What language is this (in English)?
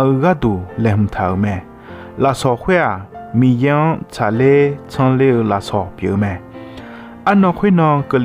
Akha